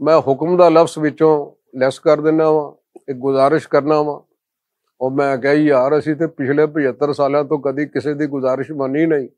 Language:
Western Panjabi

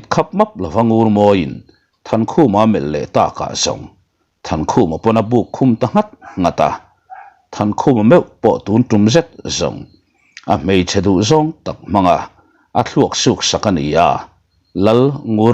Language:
Mizo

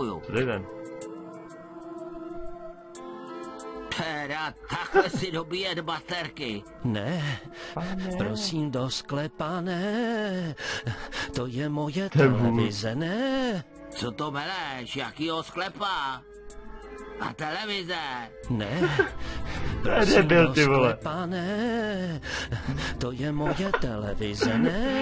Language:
Czech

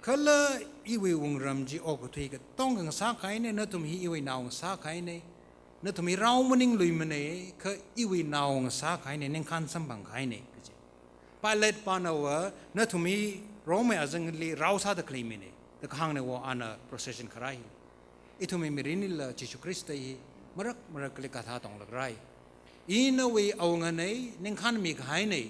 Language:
Tangkhul Naga (India)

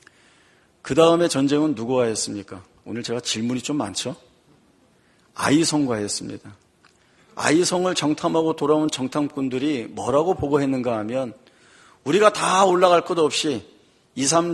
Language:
Korean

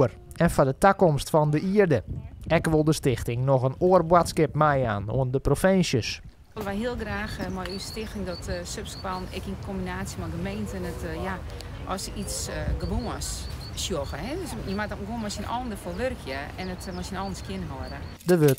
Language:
Western Frisian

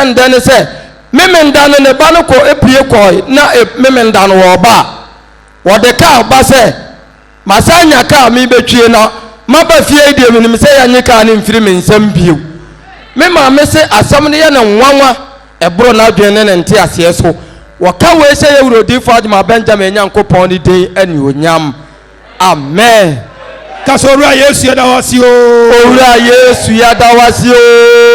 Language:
Akan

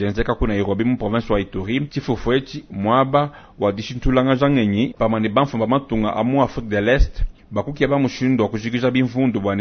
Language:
Luba-Lulua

